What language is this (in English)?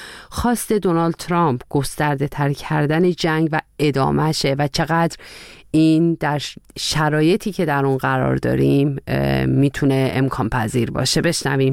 Persian